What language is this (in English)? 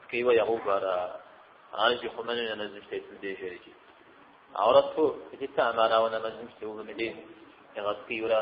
Kabardian